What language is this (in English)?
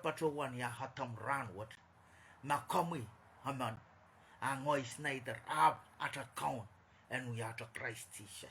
Pohnpeian